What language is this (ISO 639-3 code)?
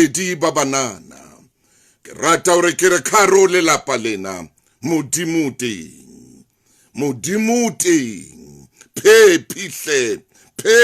sot